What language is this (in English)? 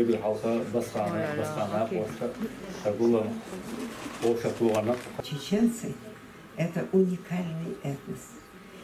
Chechen